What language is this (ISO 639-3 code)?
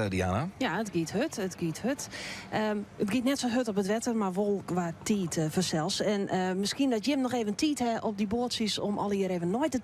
fry